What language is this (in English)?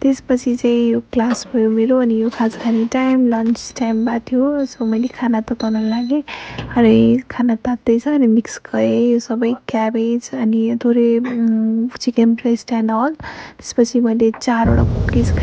Nepali